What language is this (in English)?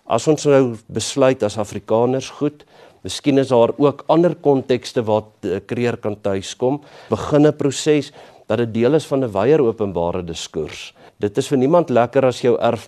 Afrikaans